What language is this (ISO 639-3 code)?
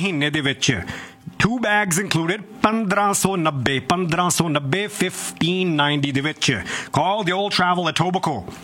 pan